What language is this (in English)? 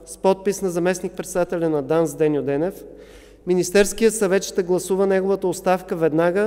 Bulgarian